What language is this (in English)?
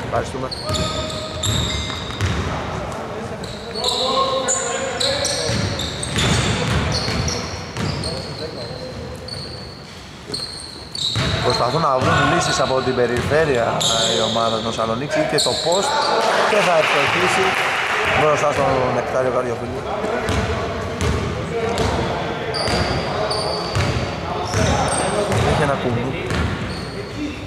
Greek